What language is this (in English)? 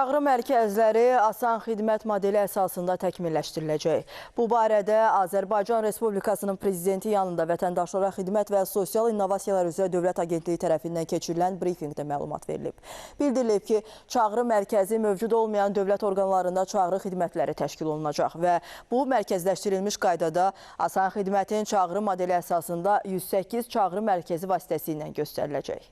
Azerbaijani